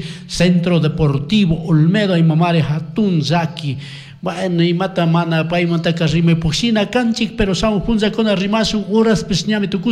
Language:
Chimborazo Highland Quichua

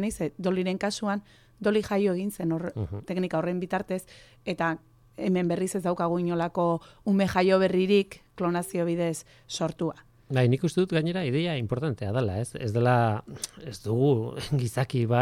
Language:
Basque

